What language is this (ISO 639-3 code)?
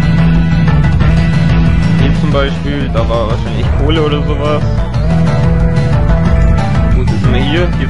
deu